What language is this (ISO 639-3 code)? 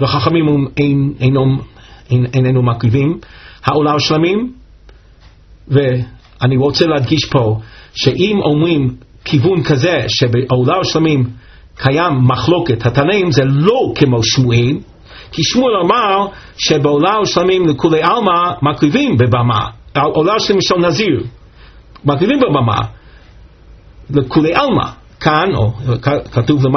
heb